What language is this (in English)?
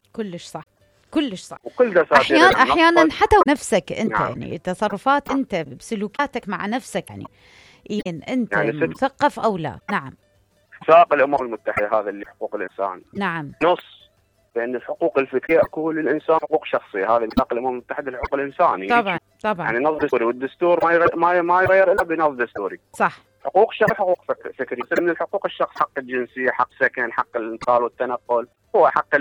Mesopotamian Arabic